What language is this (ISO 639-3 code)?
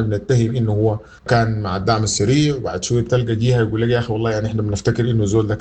apd